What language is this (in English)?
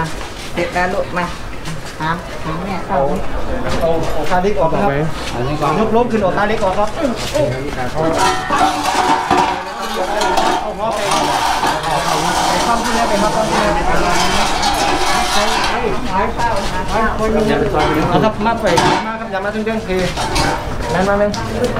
Thai